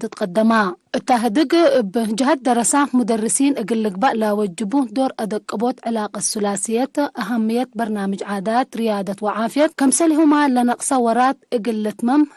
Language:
Tigre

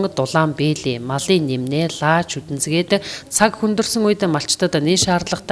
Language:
Mongolian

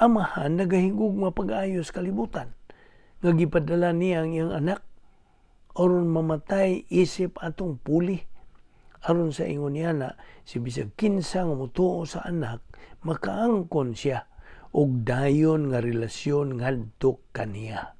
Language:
Cebuano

